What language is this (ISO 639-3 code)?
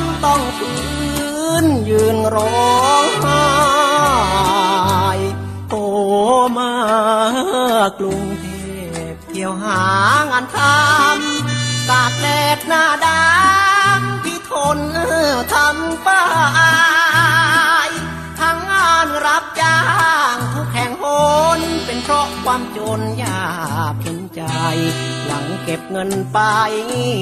tha